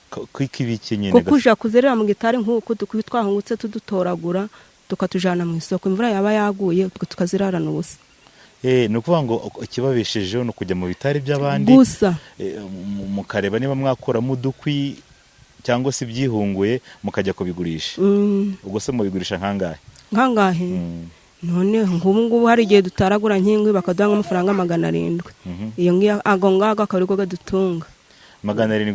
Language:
Kinyarwanda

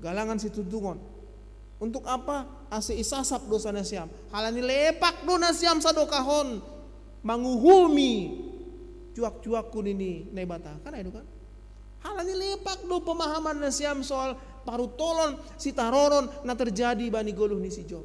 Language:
Batak Simalungun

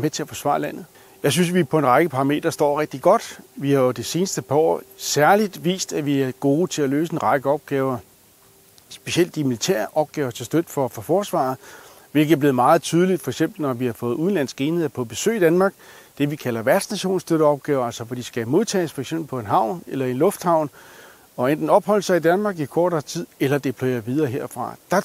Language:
Danish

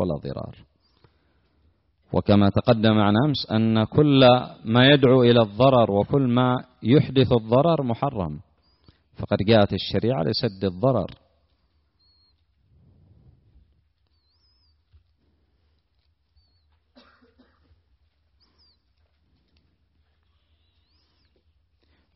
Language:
Arabic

